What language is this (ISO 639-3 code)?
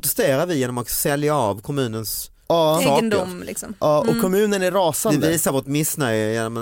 swe